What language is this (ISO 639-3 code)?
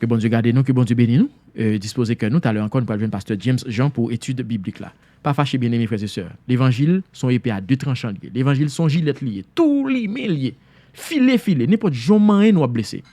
hat